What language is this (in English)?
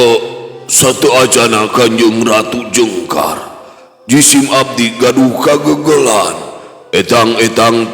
Sundanese